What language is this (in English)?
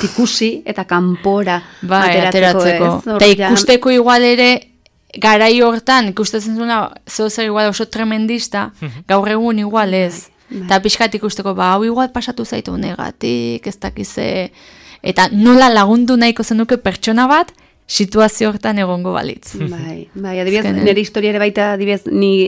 Basque